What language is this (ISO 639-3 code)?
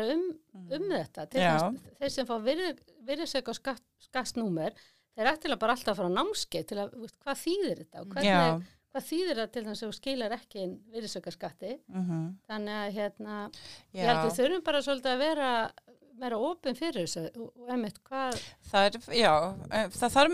isl